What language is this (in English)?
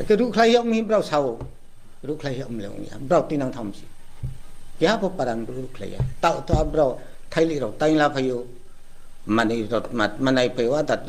Riang (India)